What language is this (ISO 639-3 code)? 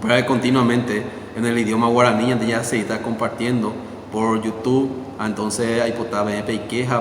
grn